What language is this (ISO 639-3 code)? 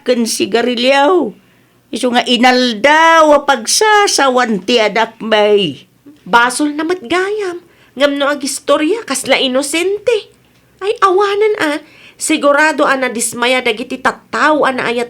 ilo